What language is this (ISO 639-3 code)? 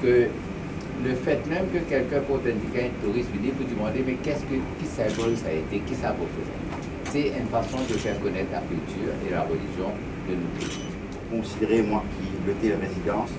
mfe